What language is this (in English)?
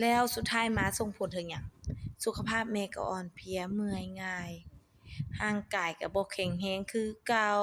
Lao